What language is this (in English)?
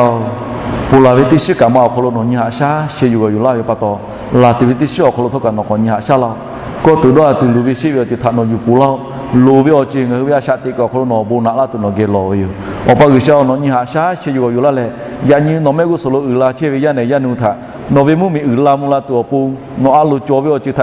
Lahu